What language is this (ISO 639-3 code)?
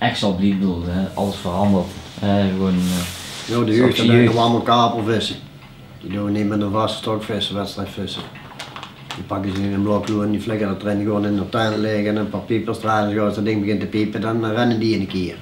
lim